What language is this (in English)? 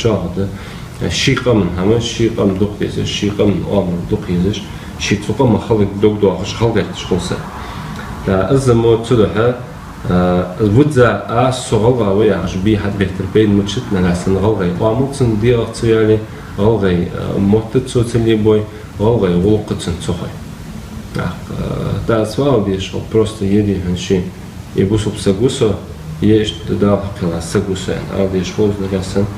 Ingush